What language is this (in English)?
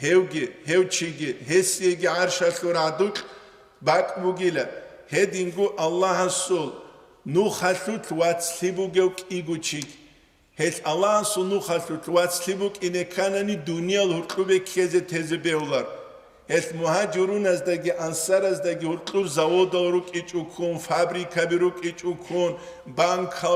Avaric